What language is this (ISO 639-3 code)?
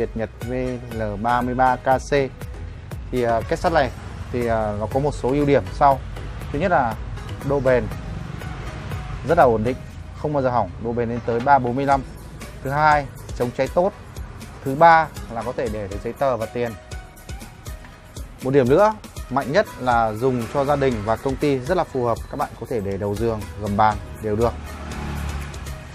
vie